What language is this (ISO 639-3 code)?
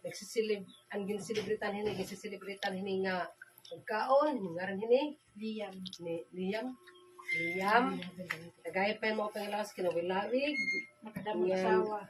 war